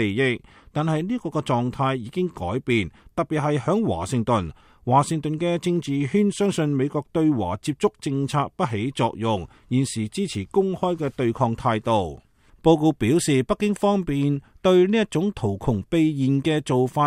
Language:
Cantonese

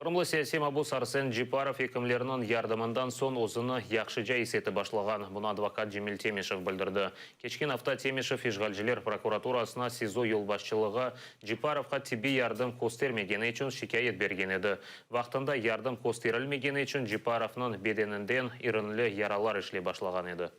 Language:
Crimean Tatar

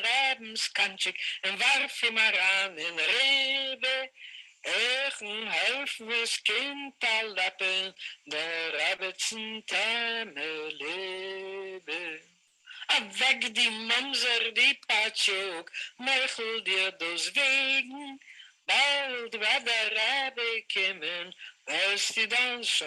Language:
Yiddish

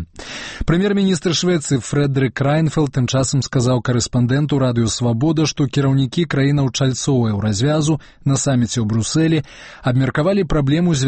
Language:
Belarusian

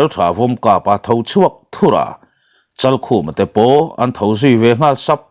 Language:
Mizo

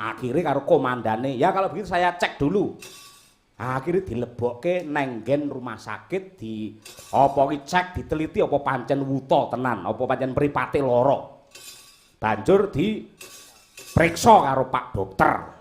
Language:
Javanese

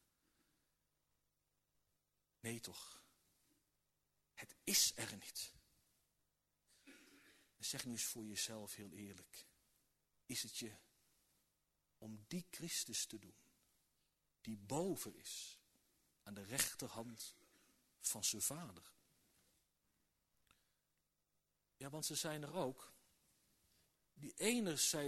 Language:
Dutch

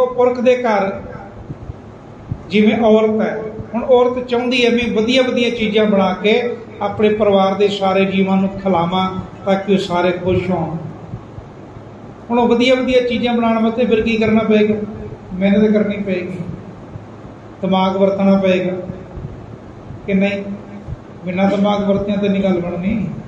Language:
Punjabi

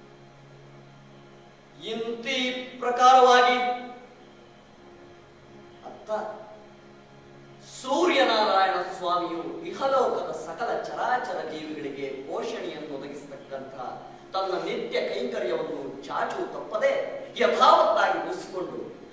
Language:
Kannada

